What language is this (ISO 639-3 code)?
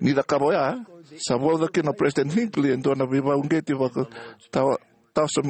fij